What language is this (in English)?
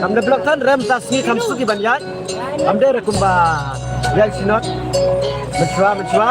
Khasi